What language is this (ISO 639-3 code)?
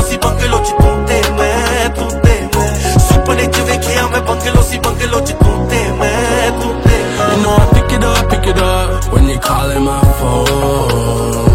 pan